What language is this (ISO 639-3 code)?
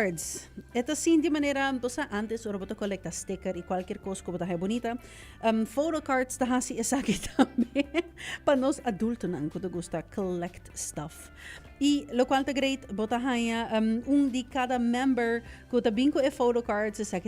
pap